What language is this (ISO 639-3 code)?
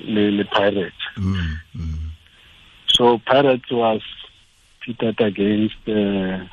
tsn